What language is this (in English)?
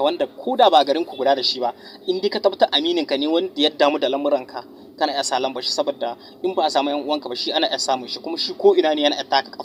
Hausa